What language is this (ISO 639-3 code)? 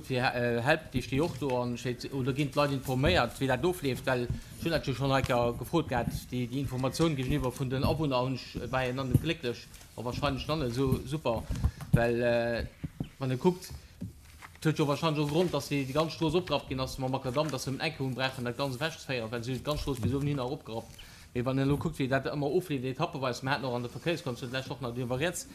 ltz